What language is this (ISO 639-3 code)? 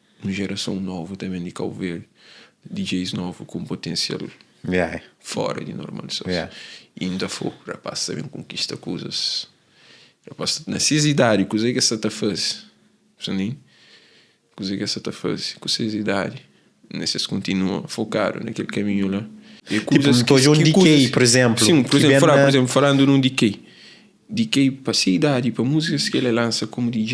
kea